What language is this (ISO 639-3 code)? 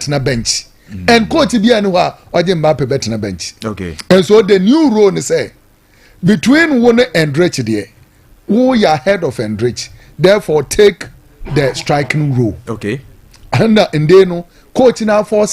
aka